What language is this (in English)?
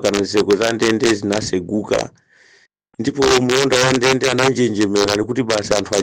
Nyanja